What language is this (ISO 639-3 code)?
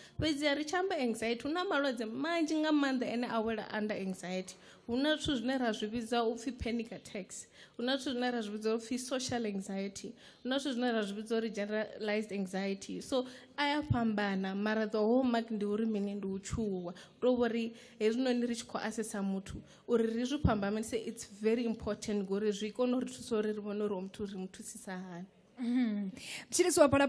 ven